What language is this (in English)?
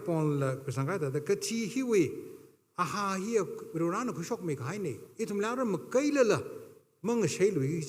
Tangkhul Naga (India)